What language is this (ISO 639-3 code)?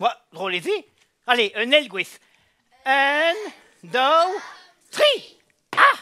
bre